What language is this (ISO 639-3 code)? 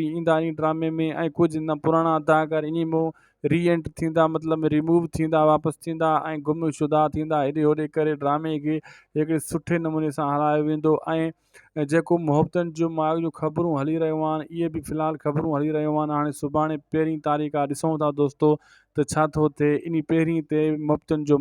snd